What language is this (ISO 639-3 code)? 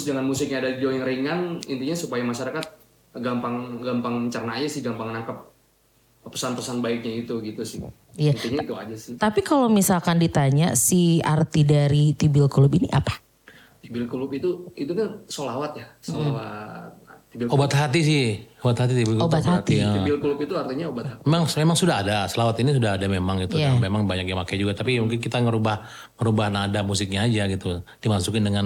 ind